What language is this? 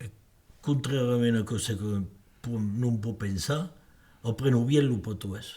Occitan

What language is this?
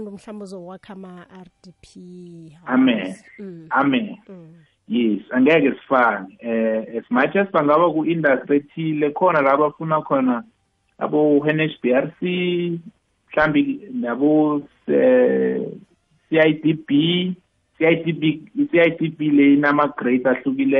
South Ndebele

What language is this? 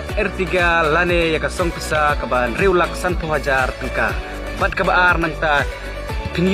Khasi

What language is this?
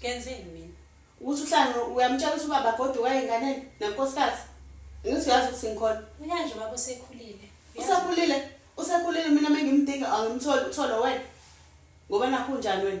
Zulu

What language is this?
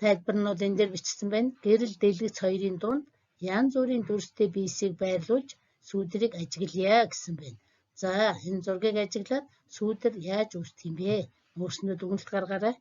Mongolian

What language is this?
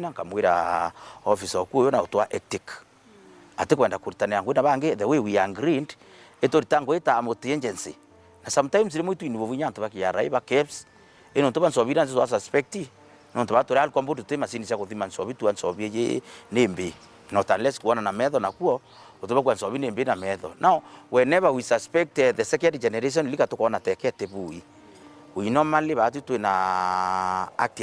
Meru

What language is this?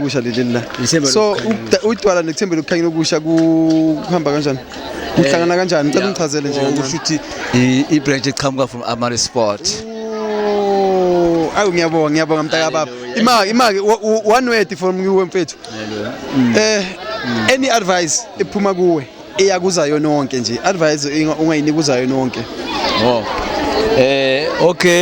Zulu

